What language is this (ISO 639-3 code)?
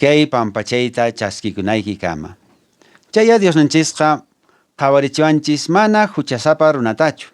que